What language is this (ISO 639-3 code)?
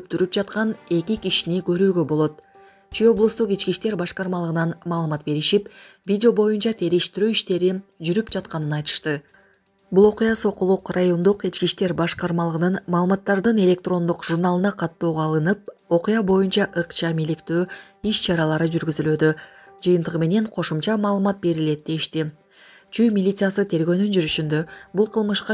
kir